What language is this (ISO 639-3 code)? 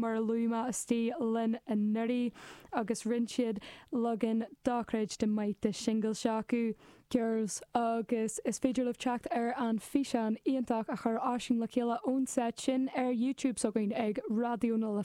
gle